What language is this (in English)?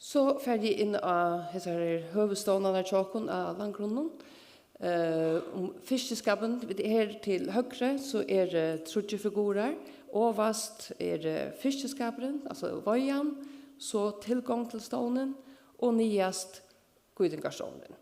Faroese